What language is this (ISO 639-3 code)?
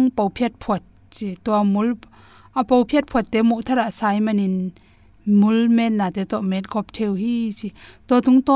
ctd